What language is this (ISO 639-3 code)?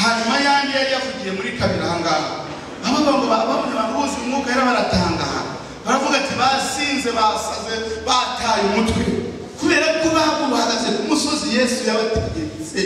kin